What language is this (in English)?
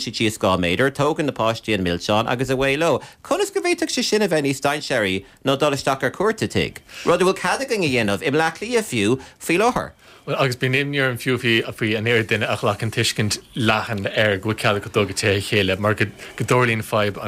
Irish